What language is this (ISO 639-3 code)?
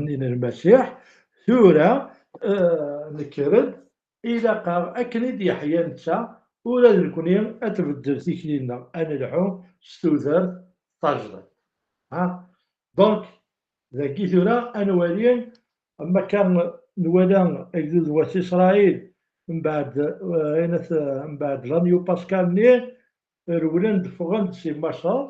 kab